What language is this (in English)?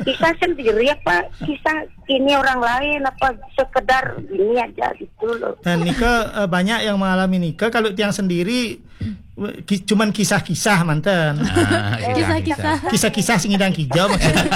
Balinese